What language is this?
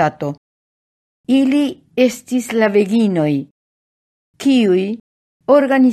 Esperanto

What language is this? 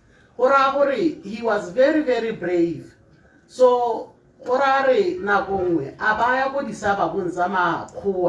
Tswana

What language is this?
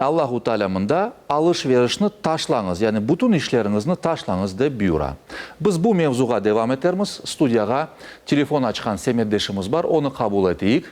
Crimean Tatar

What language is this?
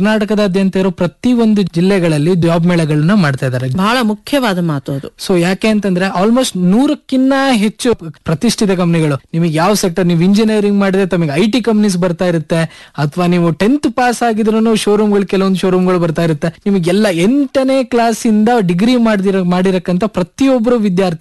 Kannada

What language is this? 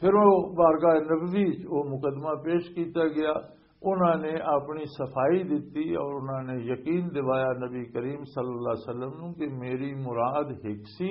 Western Panjabi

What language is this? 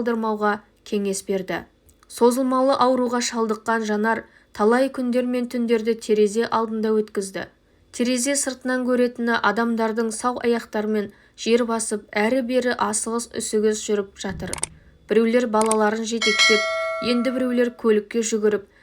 Kazakh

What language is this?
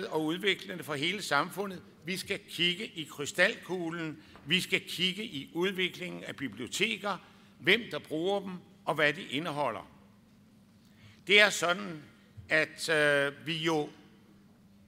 Danish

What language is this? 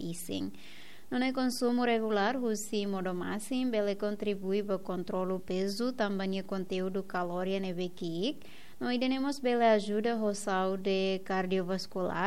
Tetum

